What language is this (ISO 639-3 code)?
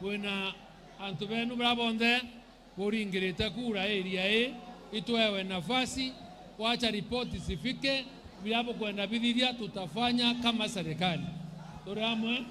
mer